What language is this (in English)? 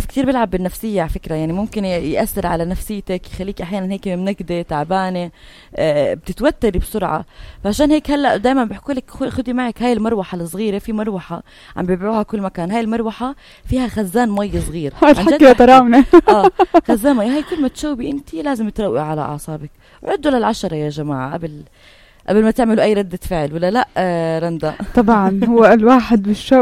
North Levantine Arabic